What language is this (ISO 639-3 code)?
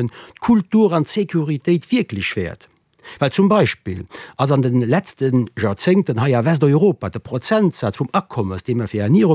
ltz